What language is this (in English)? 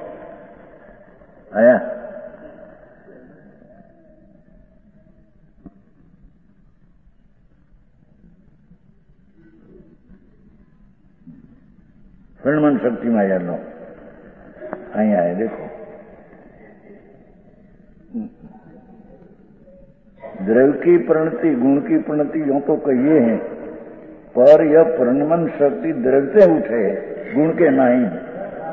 Hindi